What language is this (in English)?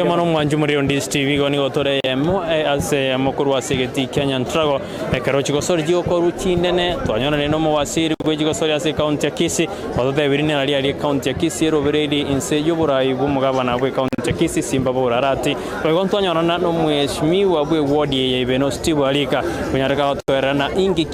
Gusii